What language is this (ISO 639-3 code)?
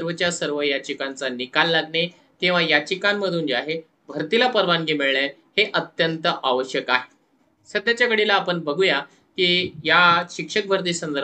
mar